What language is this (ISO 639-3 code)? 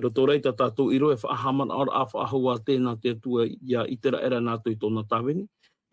tah